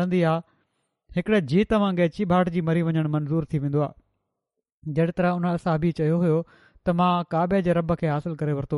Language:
Sindhi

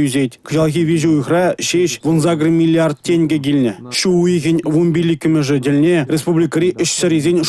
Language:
Chuvash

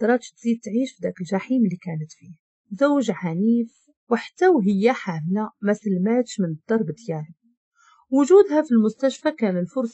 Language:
Moroccan Arabic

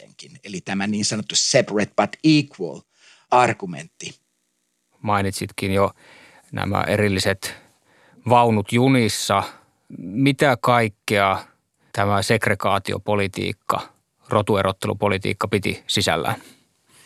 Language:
Finnish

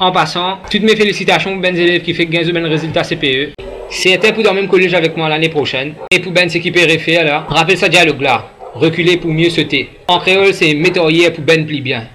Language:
Morisyen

